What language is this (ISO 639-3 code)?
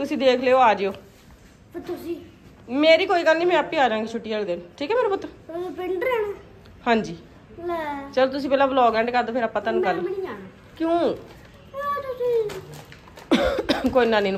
pan